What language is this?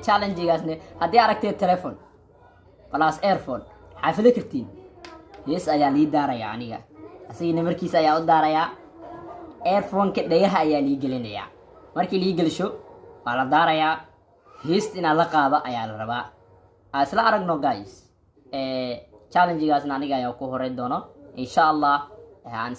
Somali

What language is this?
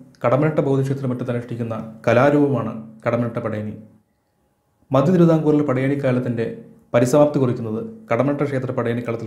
Malayalam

